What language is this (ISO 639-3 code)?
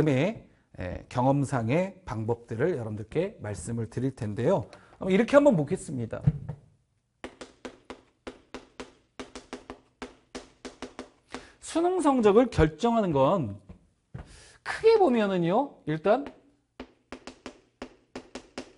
kor